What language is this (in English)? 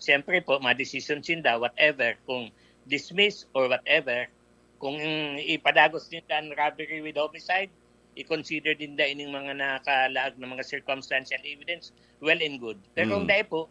Bikol